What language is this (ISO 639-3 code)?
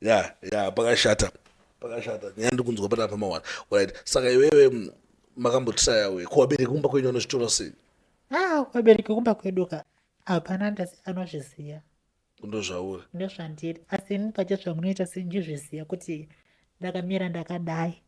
sna